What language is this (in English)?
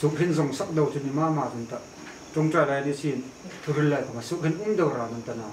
Hmar